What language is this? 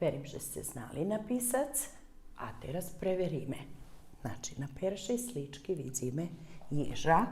Rusyn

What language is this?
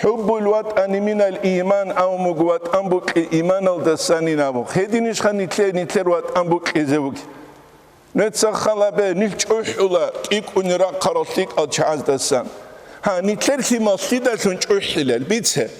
Avaric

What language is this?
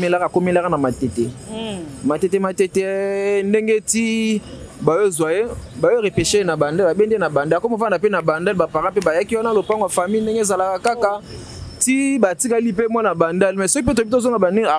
Lingala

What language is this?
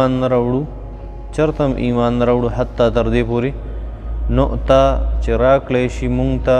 Pashto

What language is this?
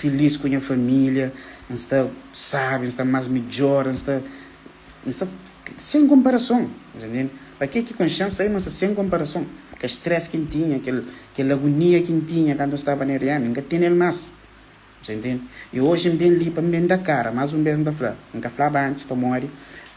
Kabuverdianu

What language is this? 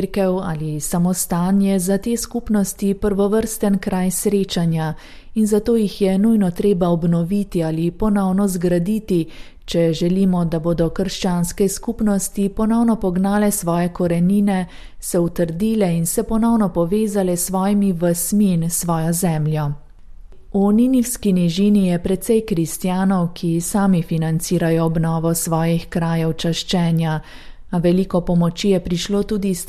Slovenian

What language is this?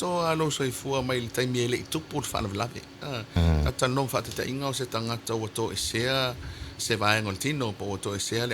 Samoan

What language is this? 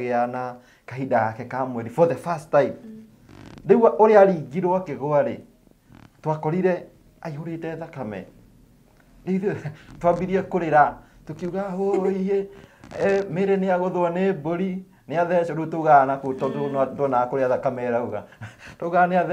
Kikuyu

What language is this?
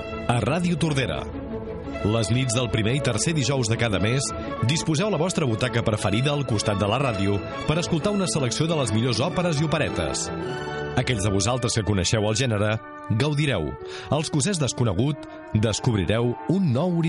Catalan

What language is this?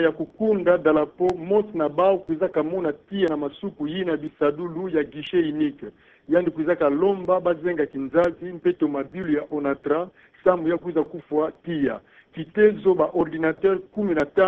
Kituba (Democratic Republic of Congo)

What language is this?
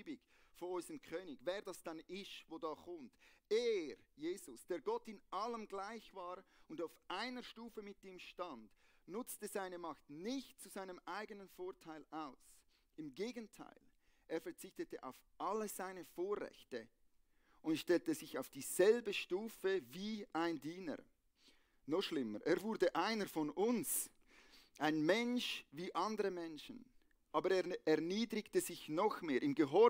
Swiss German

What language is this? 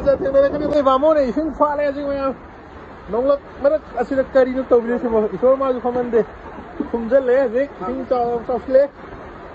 Manipuri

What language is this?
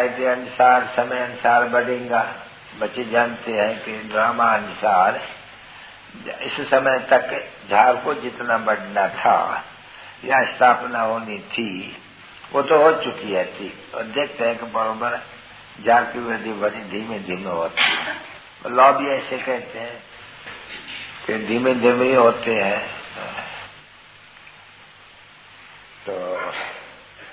Hindi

